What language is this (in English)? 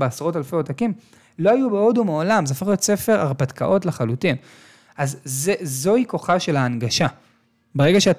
Hebrew